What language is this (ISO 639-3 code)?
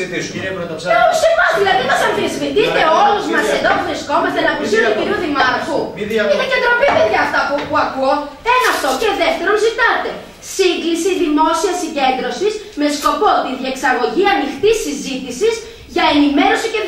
ell